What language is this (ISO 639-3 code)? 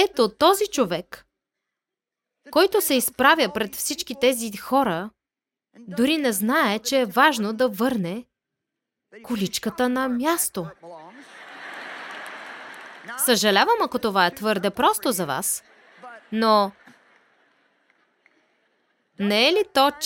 bul